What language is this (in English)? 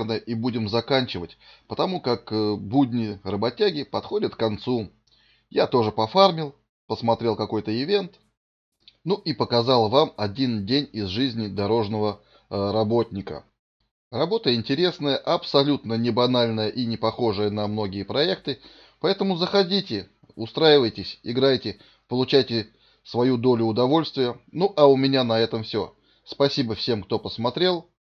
Russian